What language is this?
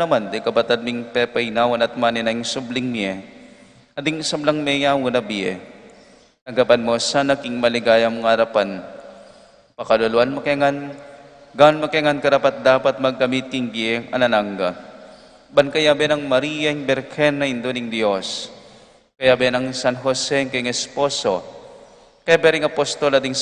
Pampanga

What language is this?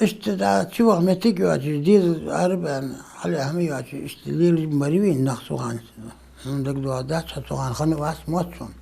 Ingush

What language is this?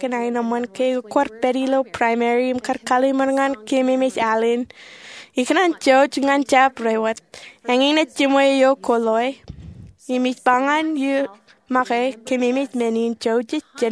Marshallese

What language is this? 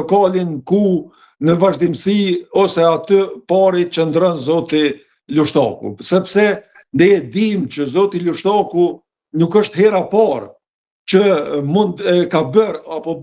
Albanian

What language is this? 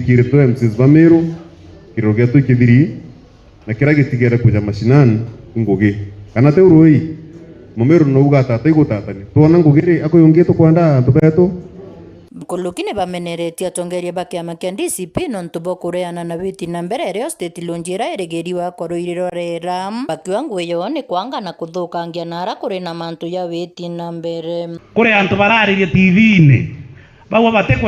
Meru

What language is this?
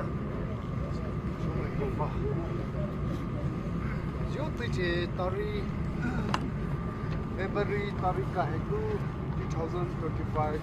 Poumei Naga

